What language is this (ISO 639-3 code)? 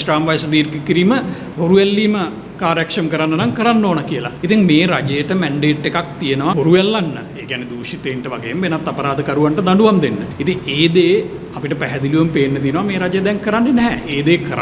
sin